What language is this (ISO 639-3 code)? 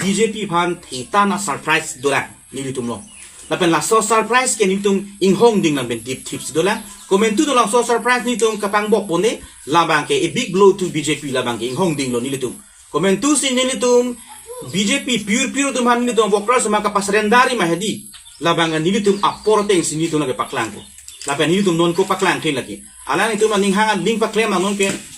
mjw